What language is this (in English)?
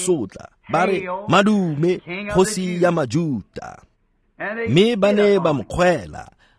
Tswana